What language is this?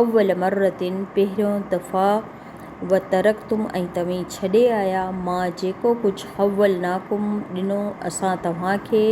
Sindhi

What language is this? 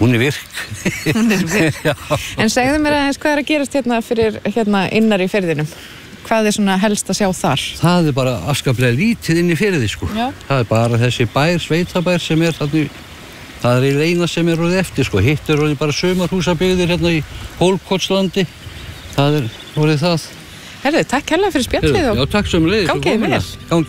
Icelandic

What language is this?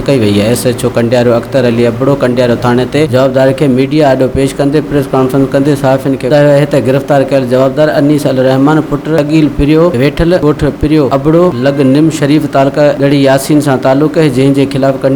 Sindhi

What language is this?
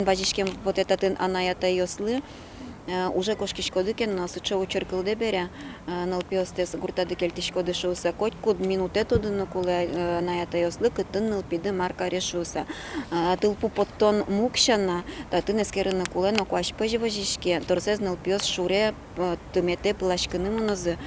Udmurt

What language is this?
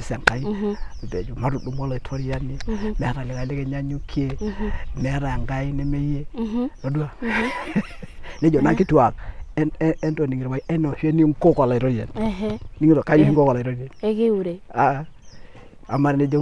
Masai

